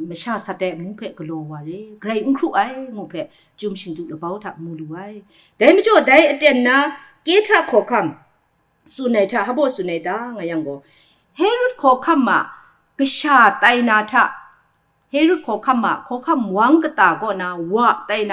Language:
Kachin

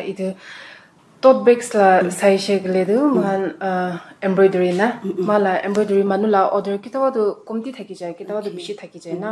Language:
Naga Pidgin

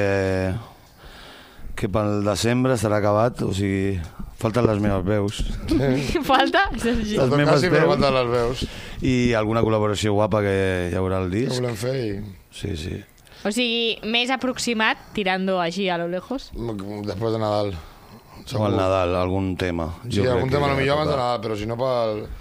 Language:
Catalan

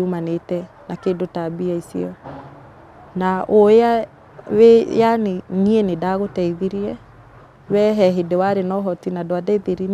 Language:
Kikuyu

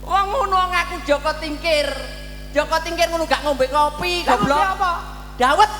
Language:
Javanese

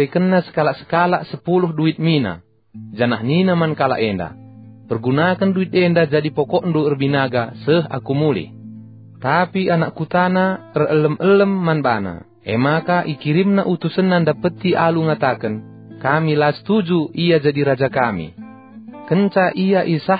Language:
Batak Karo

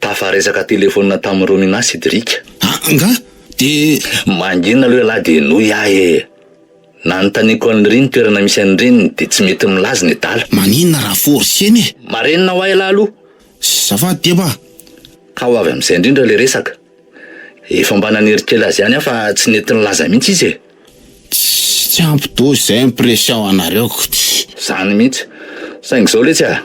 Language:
Malagasy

